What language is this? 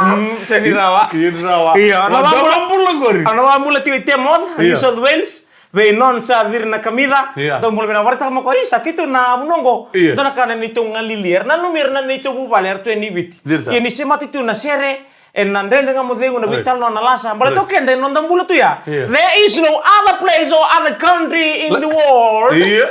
Fijian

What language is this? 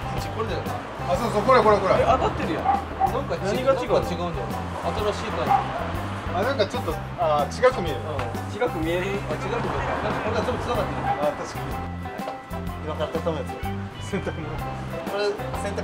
Japanese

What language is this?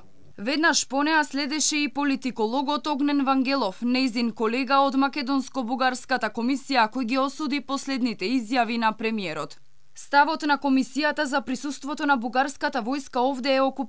Macedonian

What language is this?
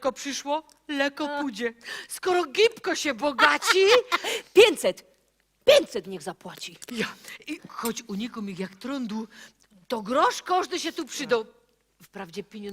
Silesian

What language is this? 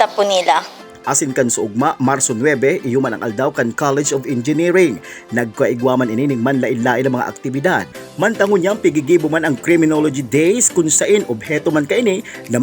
Bikol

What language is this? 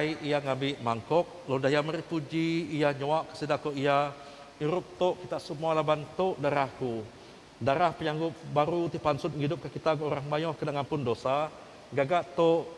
Iban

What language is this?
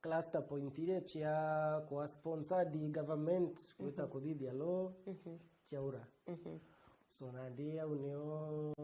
Meru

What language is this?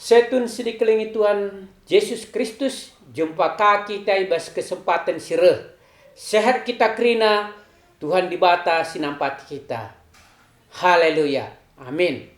Batak Karo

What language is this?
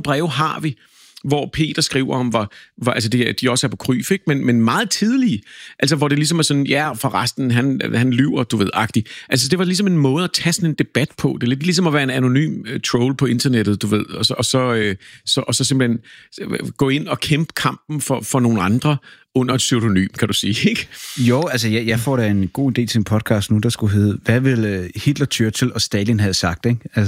Danish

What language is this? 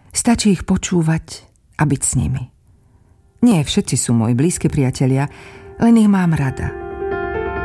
Slovak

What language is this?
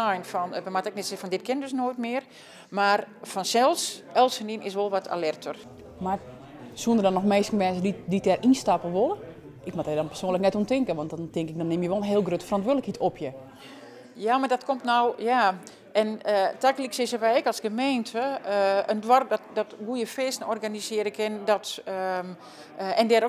Western Frisian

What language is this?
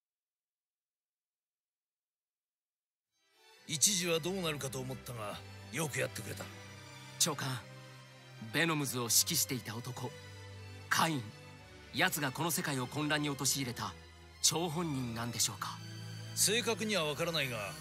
Japanese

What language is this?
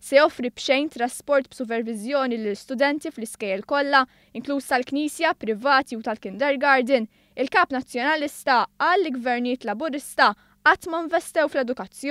Maltese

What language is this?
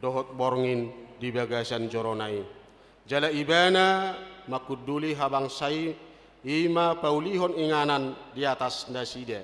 Batak Toba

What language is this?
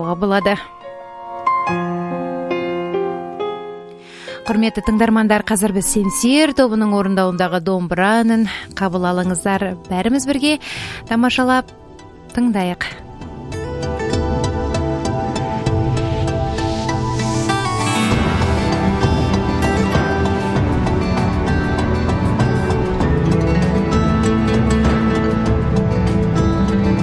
Kazakh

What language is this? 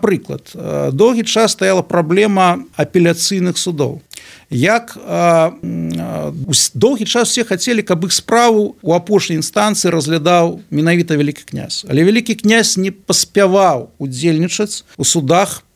Belarusian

